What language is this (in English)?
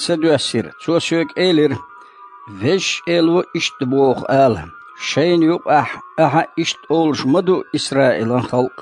Chechen